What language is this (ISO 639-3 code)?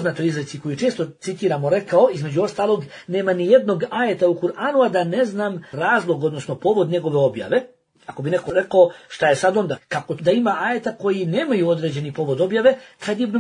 bos